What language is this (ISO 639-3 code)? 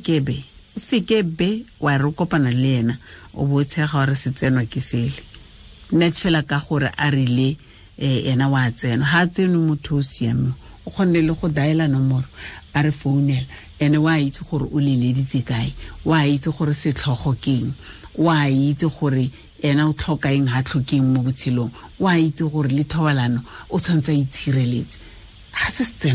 tsn